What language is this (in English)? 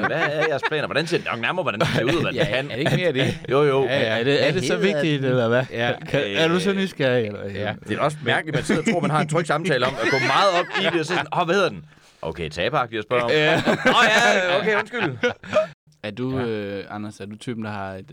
Danish